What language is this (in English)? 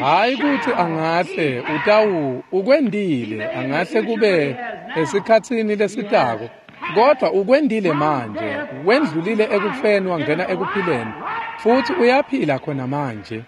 Swati